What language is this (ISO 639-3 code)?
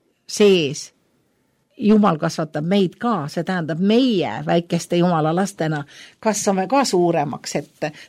est